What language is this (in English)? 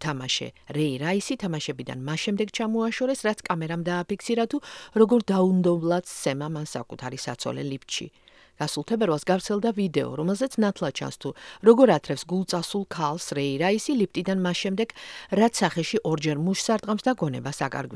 Georgian